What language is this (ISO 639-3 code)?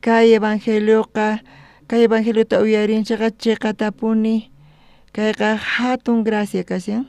quh